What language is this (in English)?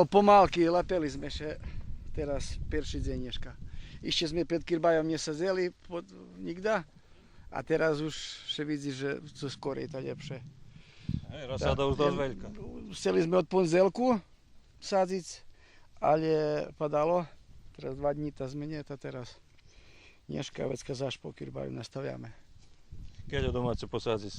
Rusyn